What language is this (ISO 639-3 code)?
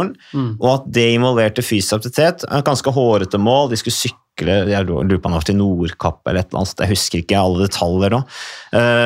nor